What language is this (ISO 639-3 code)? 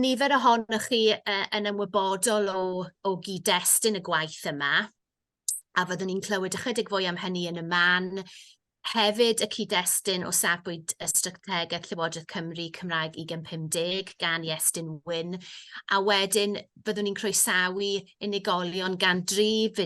cym